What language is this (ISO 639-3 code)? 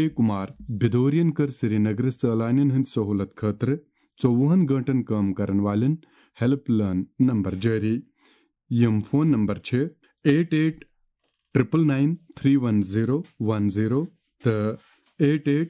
kas